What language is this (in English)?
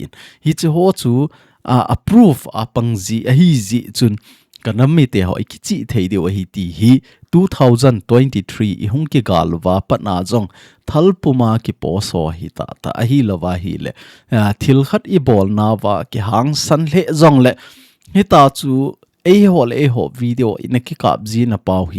Thado Chin